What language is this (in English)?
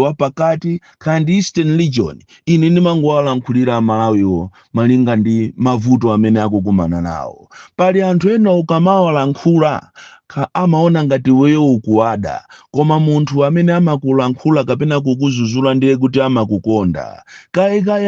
Nyanja